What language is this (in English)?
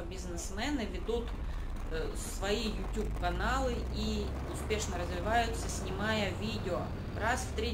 Russian